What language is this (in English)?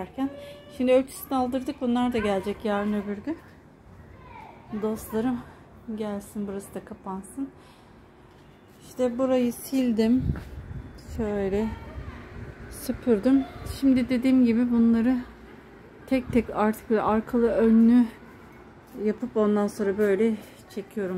Turkish